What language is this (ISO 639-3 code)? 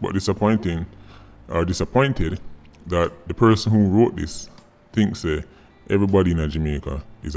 jam